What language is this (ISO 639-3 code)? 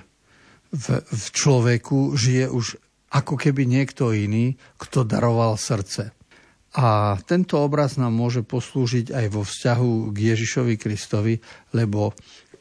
slk